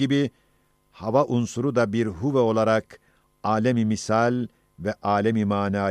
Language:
Ottoman Turkish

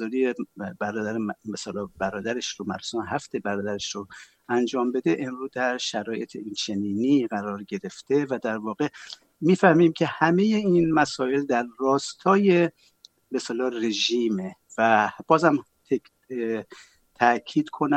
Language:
Persian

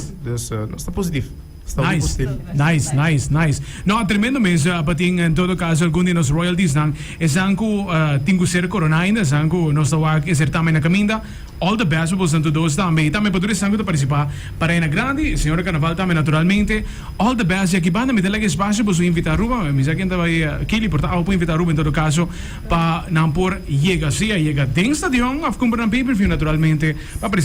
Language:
Papiamento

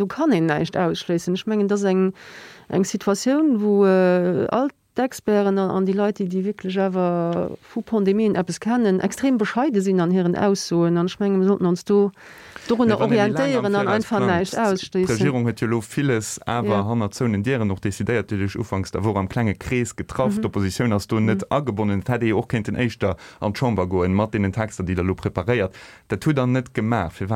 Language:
Luxembourgish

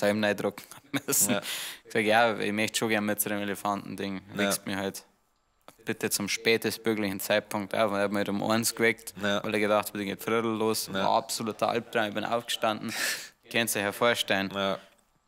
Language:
Bavarian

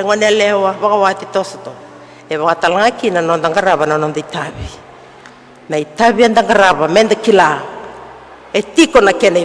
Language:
Fijian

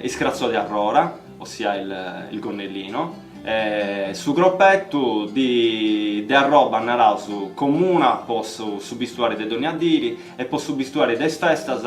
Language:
Sardinian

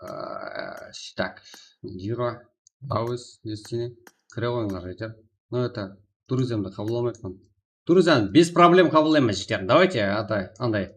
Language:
Kara-Kalpak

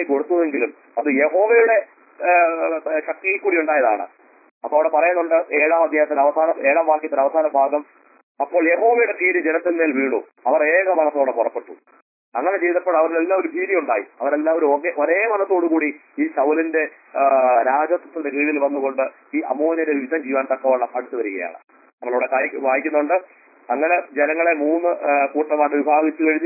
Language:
Malayalam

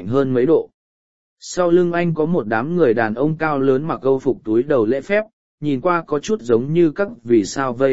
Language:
Vietnamese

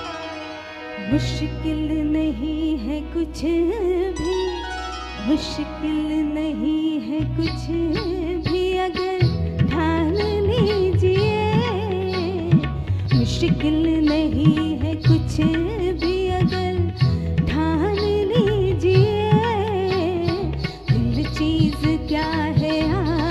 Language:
Hindi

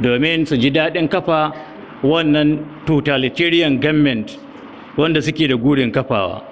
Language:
Hausa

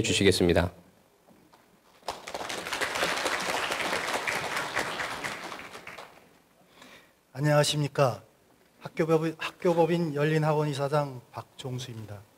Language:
Korean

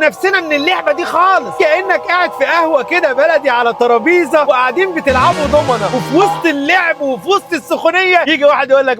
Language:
Egyptian Arabic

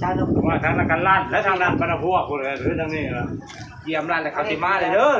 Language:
Northeastern Thai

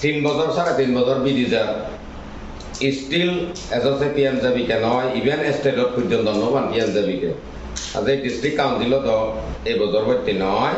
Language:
Chakma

